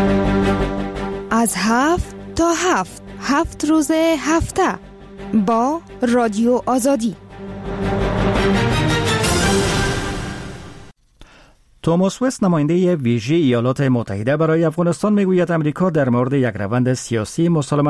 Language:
Persian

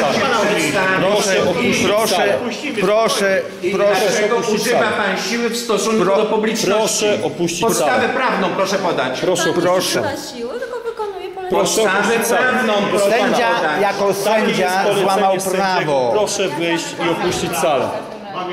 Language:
Polish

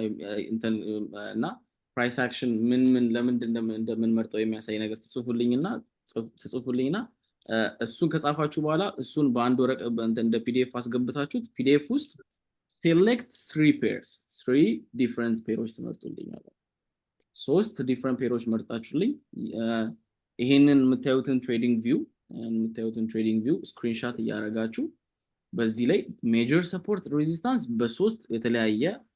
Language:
Amharic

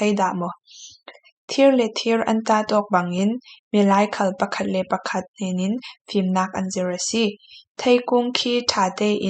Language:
Falam Chin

